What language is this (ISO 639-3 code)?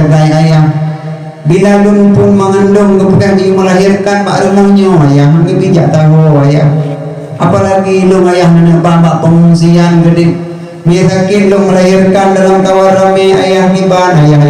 ace